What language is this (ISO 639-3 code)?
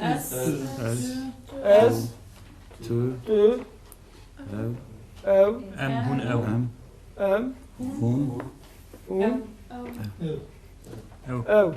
kur